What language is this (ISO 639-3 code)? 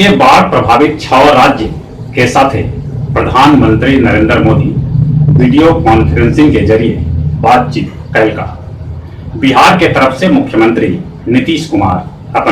mag